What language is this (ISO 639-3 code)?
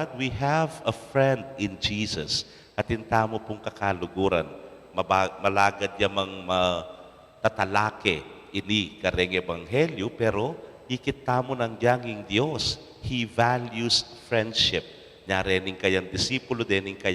pam